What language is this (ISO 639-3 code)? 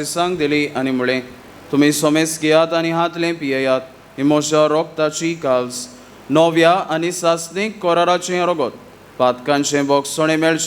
kok